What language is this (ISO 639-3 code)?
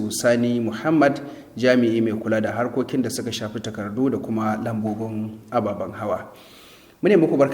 hau